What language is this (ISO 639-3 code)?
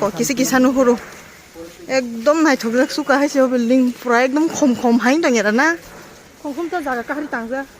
trp